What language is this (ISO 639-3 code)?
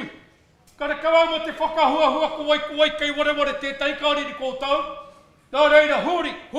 mri